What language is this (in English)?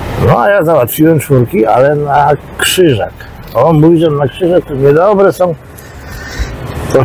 Polish